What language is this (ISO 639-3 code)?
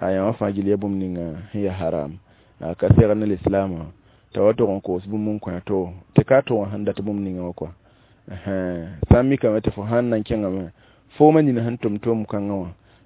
mos